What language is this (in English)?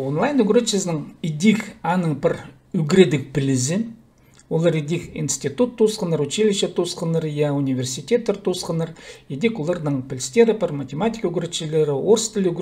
Khakas